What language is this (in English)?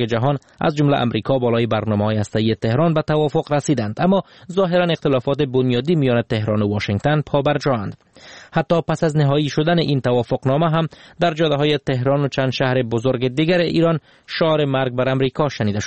Persian